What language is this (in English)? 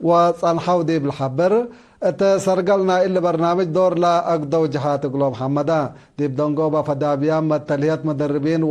Tigre